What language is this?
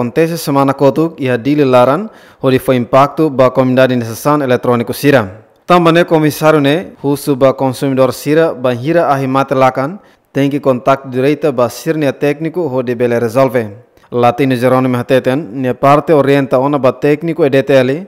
Tetum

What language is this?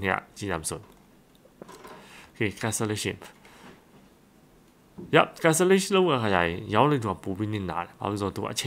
Burmese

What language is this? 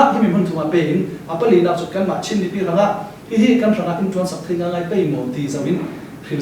Falam Chin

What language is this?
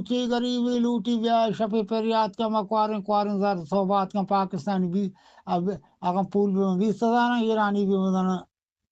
Eastern Balochi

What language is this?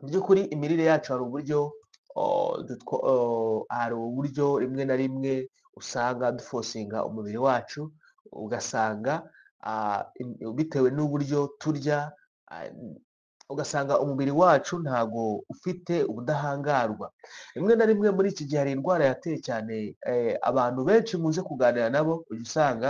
Kinyarwanda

